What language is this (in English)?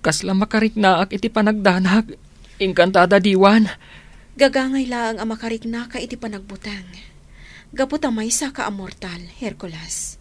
Iloko